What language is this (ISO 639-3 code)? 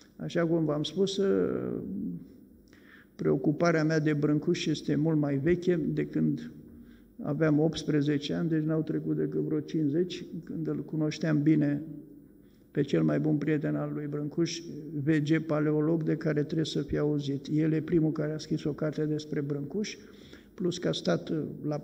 ron